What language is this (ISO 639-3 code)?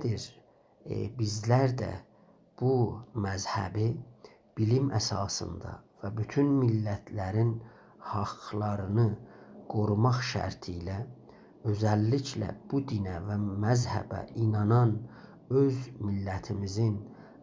azb